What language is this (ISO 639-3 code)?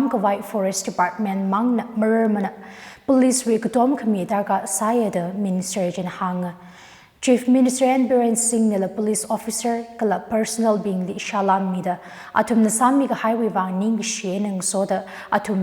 nmf